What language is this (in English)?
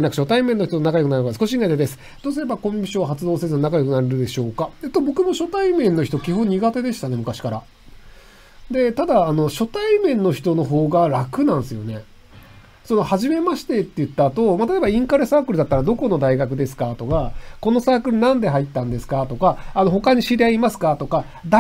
Japanese